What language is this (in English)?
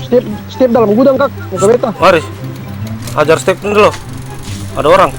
Ambonese Malay